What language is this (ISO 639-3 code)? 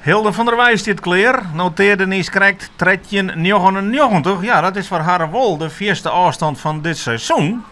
fry